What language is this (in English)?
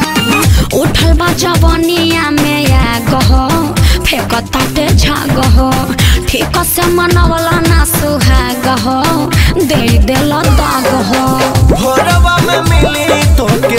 Bhojpuri